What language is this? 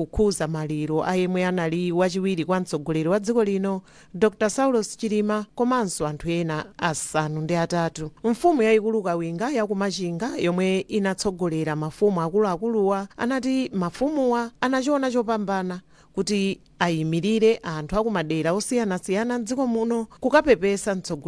Nyanja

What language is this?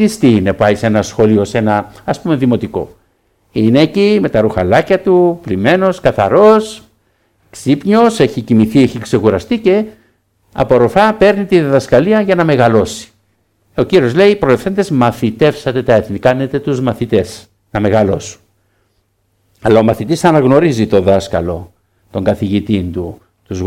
Greek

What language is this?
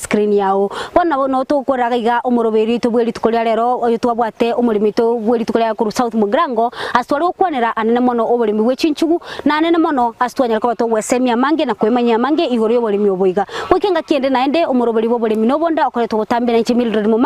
Gusii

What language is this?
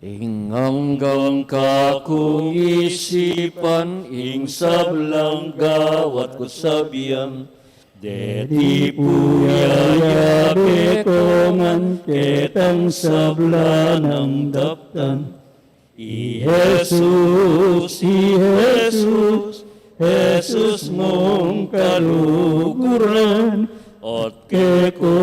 Pampanga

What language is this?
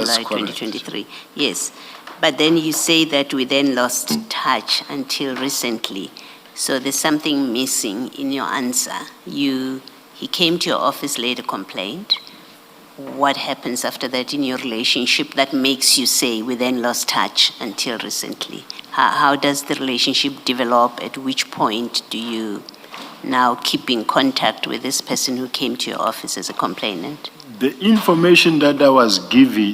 Venda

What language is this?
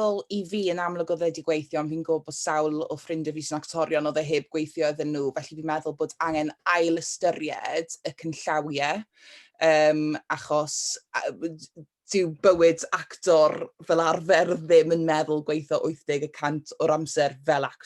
Welsh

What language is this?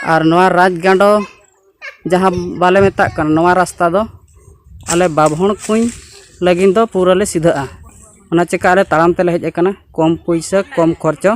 Santali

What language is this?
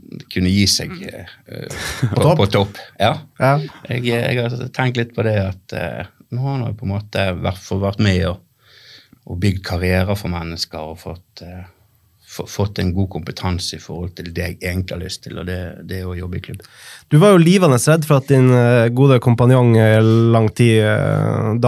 Norwegian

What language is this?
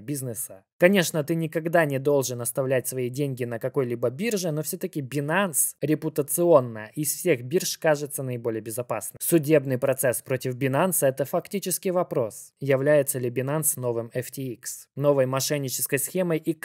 Russian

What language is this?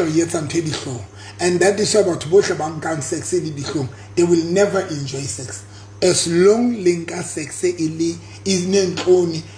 Southern Sotho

